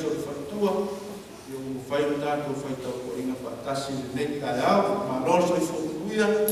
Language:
Samoan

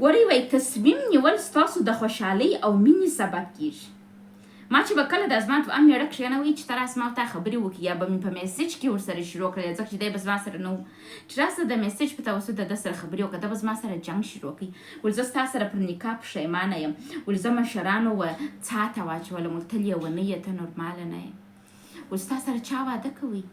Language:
Pashto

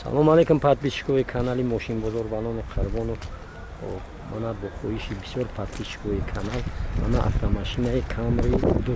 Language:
Tajik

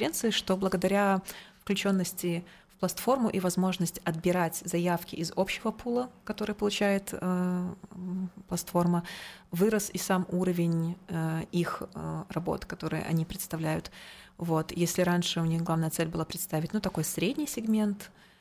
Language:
Russian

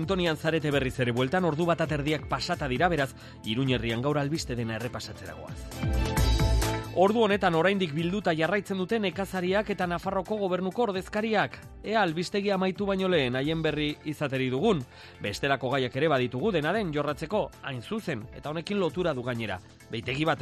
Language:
Basque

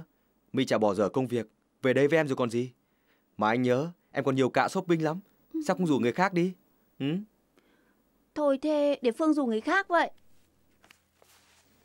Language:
Vietnamese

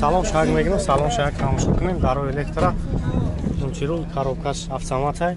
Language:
Tajik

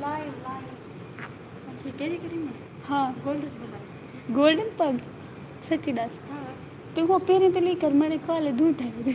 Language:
Saraiki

